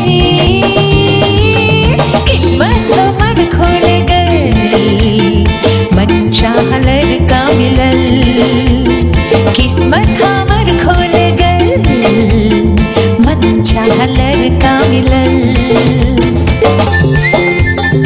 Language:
Bhojpuri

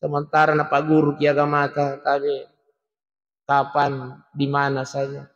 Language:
Buginese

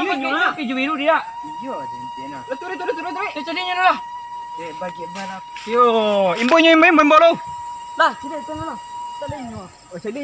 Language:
Minangkabau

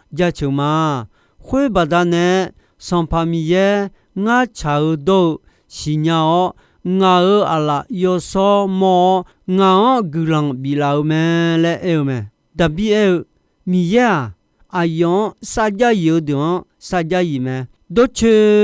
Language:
Akha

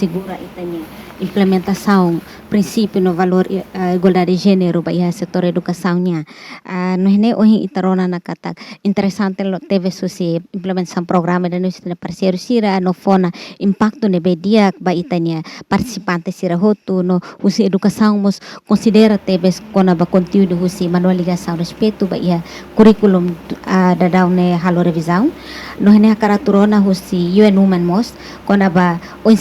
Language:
Tetum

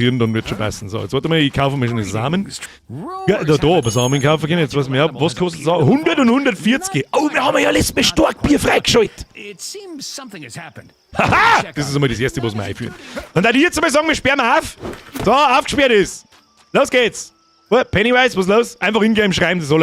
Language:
Bavarian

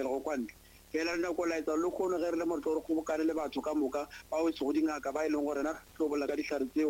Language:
Northern Sotho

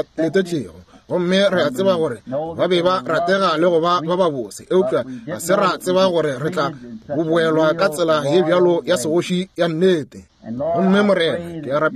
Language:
Northern Sotho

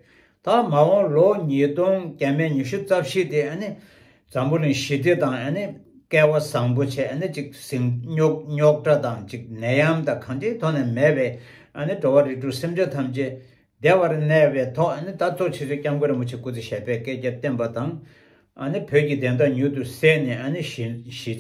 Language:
Tibetan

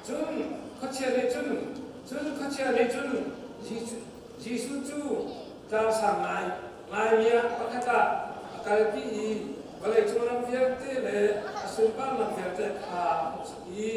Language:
Hakha Chin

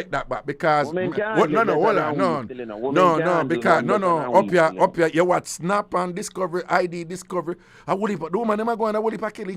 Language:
Jamaican Creole English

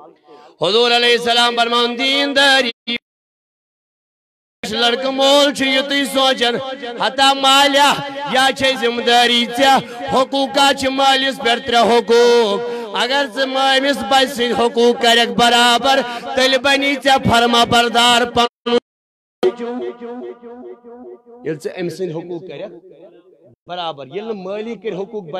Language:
Kashmiri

